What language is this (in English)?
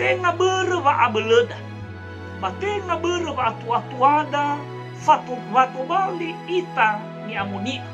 Nias